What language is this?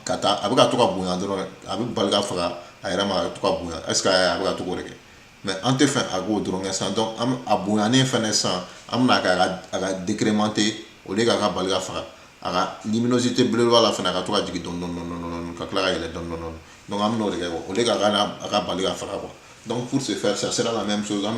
Bambara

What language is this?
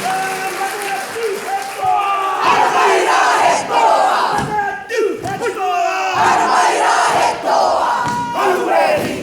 Māori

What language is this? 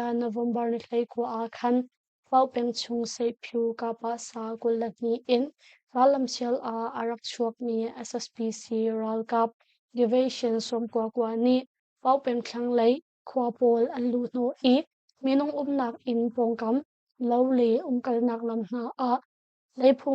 Hakha Chin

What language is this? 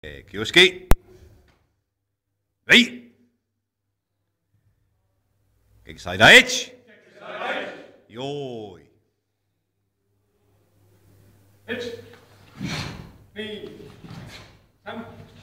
Estonian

